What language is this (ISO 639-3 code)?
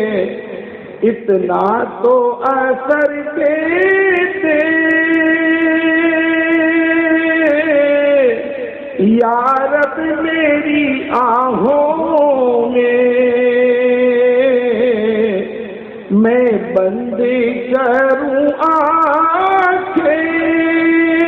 urd